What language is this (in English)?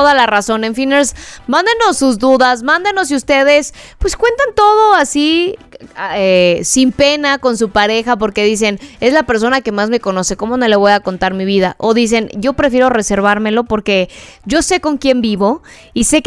Spanish